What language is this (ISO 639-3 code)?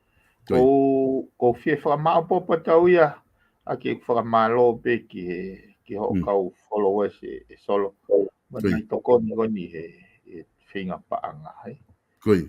ton